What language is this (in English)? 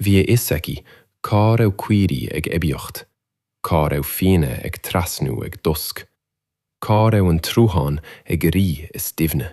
Irish